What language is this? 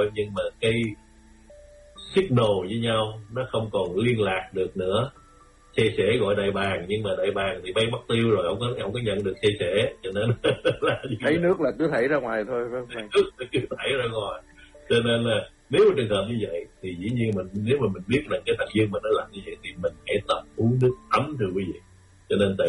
Vietnamese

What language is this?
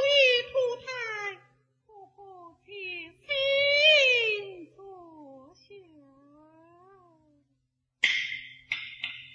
Chinese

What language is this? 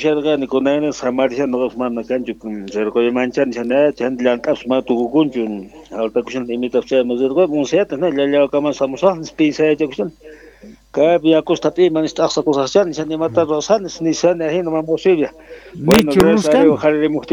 South Bolivian Quechua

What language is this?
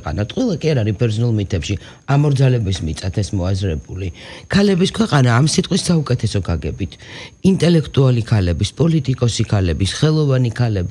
Georgian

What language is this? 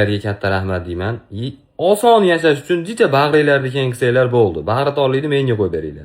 Uzbek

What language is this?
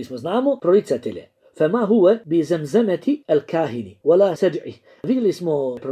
Bosnian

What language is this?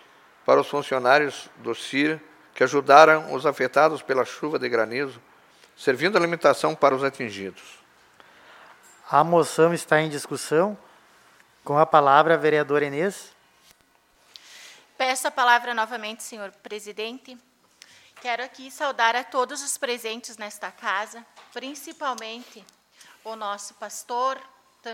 Portuguese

